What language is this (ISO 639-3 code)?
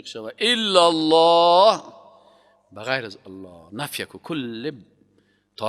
fas